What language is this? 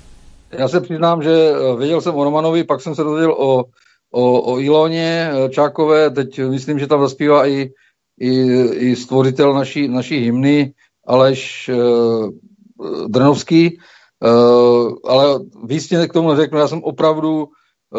Czech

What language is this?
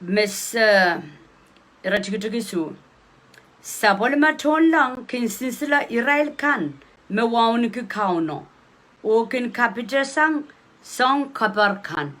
Pohnpeian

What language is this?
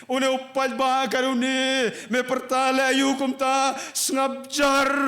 Khasi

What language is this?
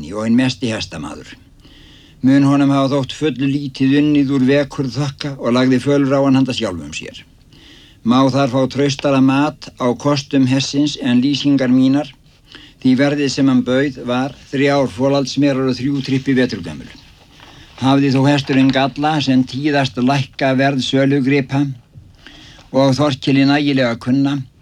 Icelandic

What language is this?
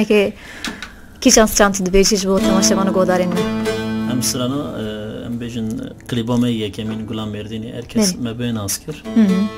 Kurdish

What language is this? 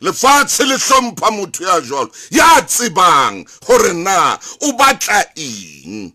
Southern Sotho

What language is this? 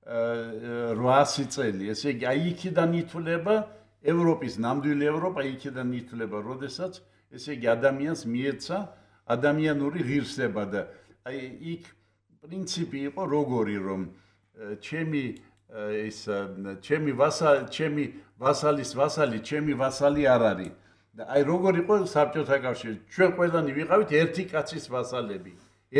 Georgian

